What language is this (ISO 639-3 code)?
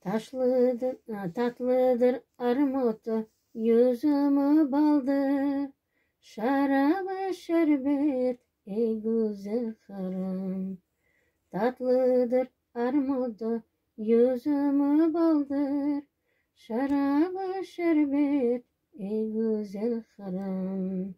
crh